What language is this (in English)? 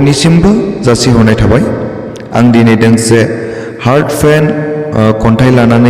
Bodo